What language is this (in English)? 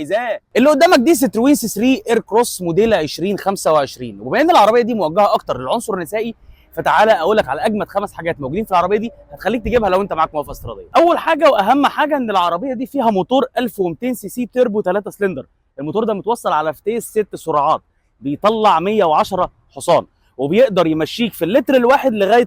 Egyptian Arabic